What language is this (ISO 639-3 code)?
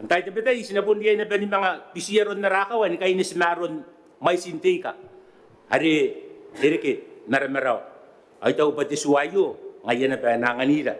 gil